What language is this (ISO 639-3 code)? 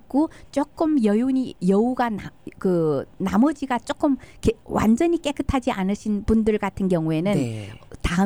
kor